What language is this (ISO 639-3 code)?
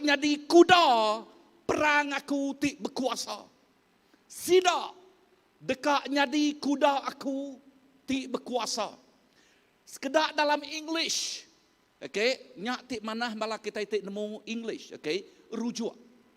iba